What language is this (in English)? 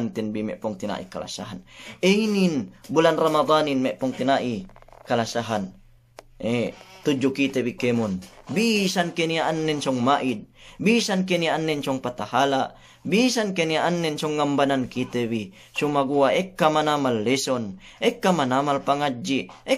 Yakan